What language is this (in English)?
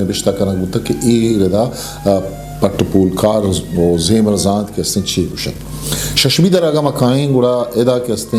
Eastern Balochi